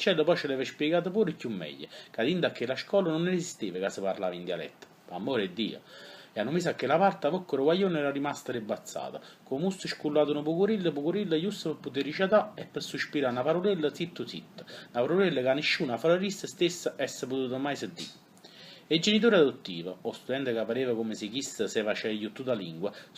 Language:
Neapolitan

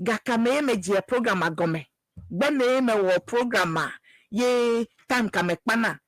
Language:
Ewe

